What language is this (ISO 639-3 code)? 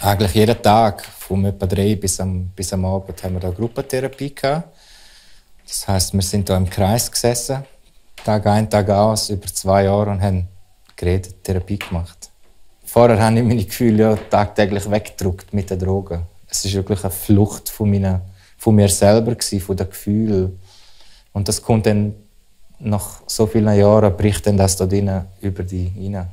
roh